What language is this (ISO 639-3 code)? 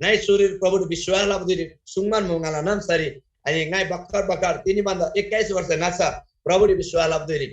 taj